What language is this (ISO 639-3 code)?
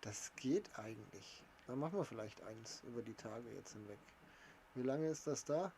bar